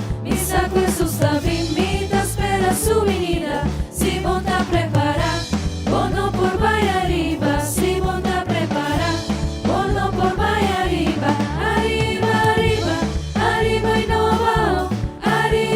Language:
Papiamento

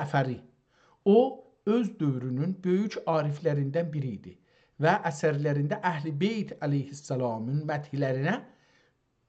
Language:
South Azerbaijani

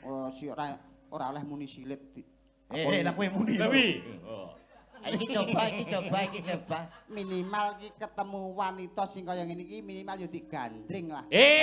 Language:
Javanese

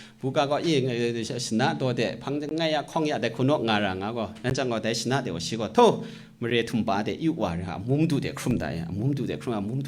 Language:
Kachin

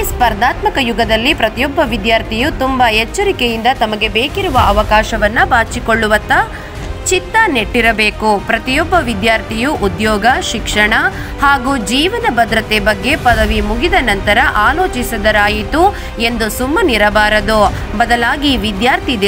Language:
Kannada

